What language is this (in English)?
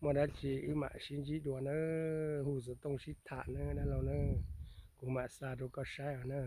Hmong